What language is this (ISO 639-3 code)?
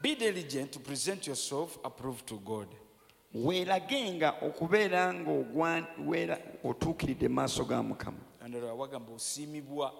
lug